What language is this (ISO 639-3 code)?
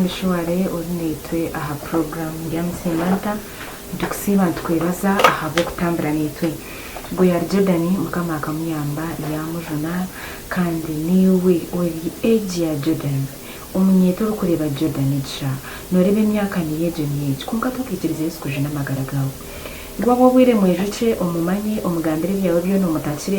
nyn